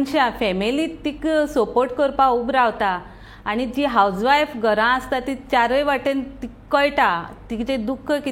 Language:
Konkani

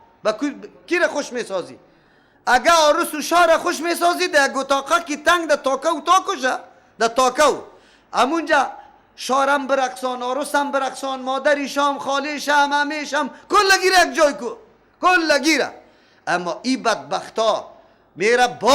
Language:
Persian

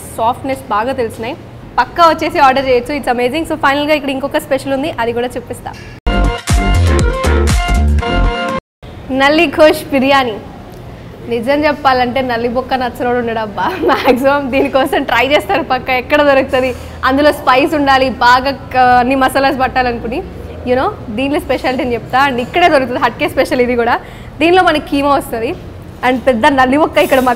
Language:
Telugu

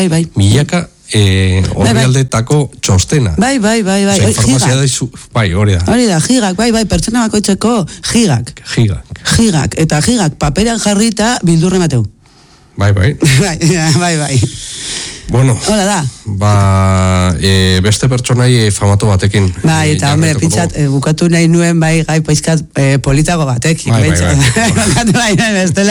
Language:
Basque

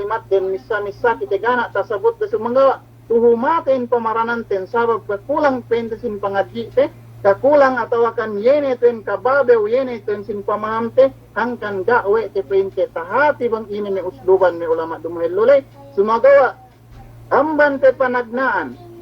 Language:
Yakan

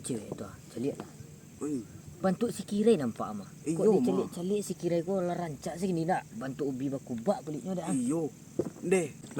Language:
Minangkabau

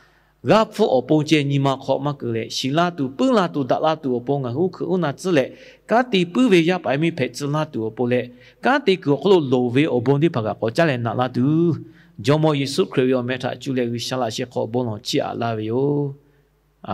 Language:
Lahu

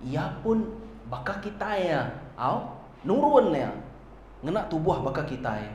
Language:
Iban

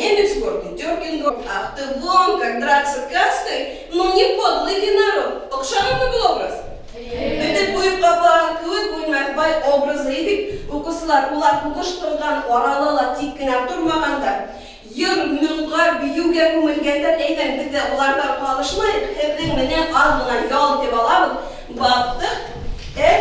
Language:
Bashkir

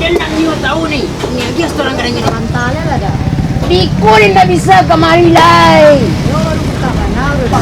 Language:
Minangkabau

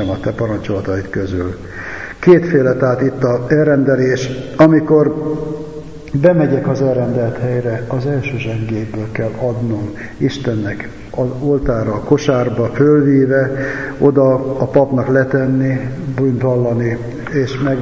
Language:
Hungarian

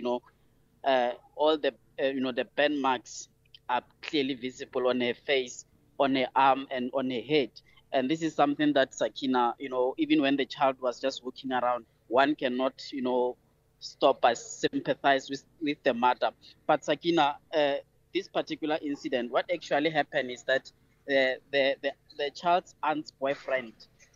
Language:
English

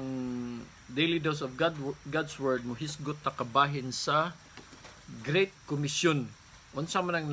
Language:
Cebuano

